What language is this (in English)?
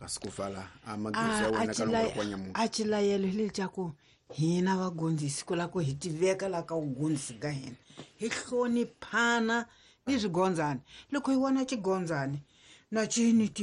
Tsonga